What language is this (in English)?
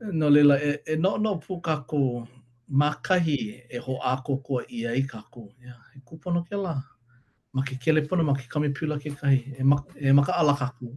Hawaiian